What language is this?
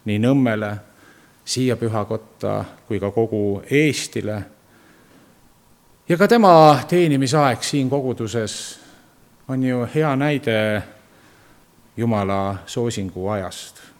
Estonian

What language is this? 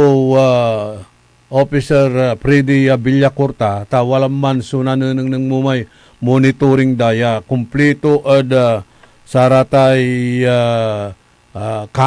Pangasinan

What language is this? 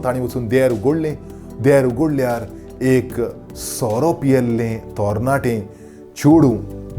Konkani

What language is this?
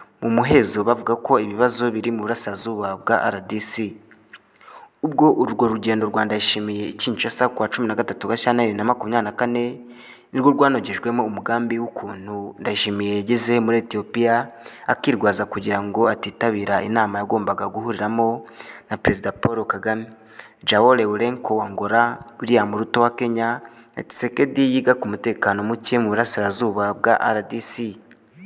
Kinyarwanda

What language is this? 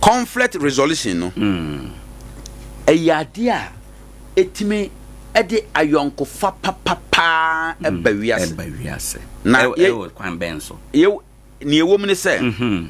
Akan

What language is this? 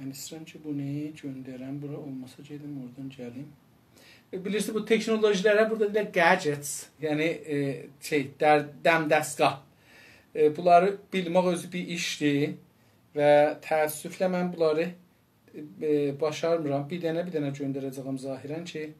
South Azerbaijani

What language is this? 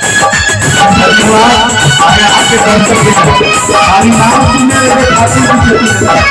Maithili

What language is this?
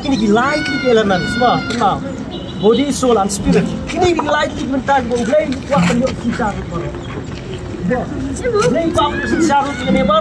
Khasi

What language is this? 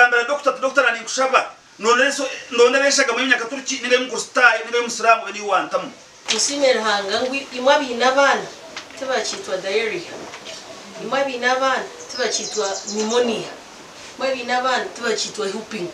Nyankole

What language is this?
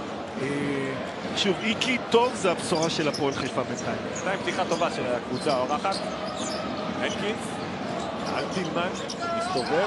Hebrew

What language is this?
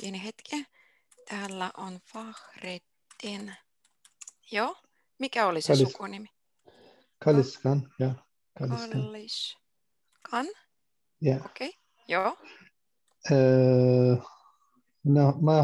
Finnish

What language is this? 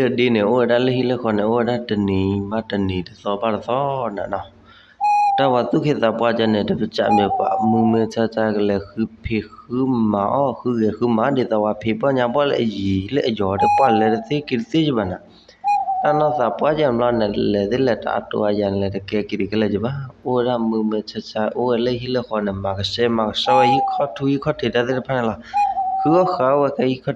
S'gaw Karen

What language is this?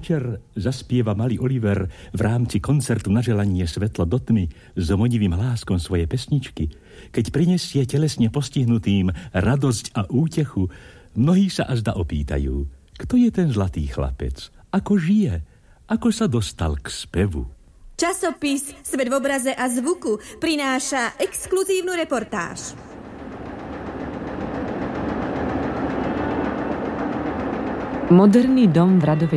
Slovak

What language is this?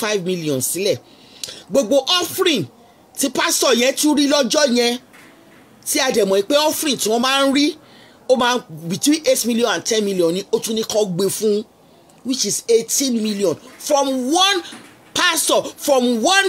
Yoruba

